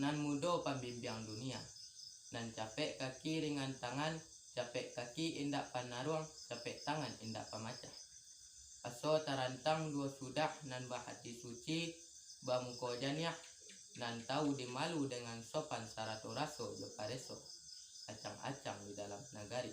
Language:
Minangkabau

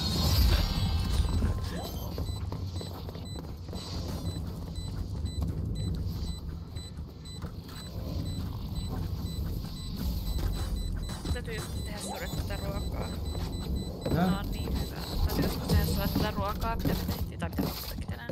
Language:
Finnish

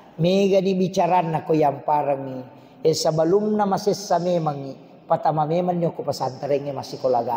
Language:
Buginese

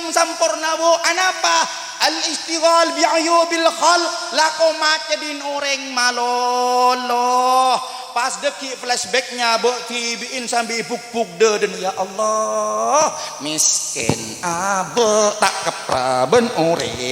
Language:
Madurese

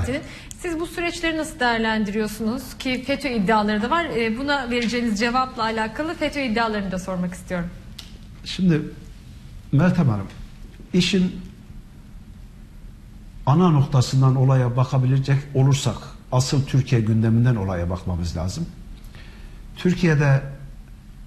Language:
Turkish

